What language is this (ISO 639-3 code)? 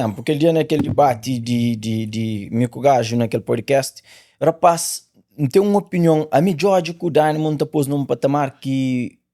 kea